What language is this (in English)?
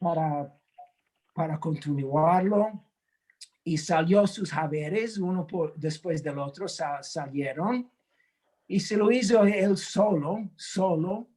Ladino